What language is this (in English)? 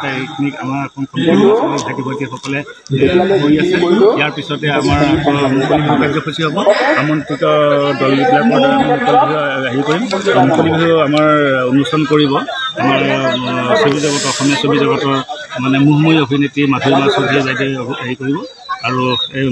Assamese